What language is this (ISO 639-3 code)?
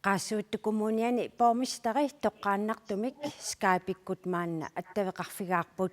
kal